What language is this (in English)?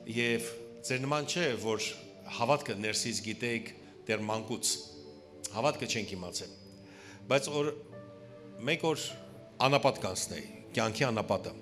Western Armenian